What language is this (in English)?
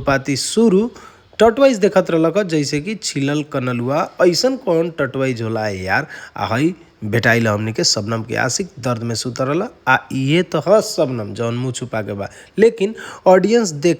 Bhojpuri